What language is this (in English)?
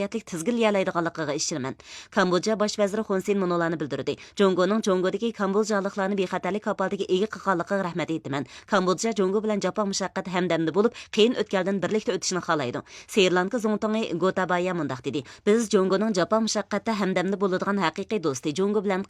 Uyghur